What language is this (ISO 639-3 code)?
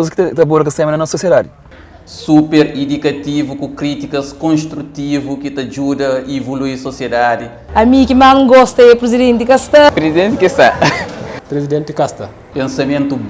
kea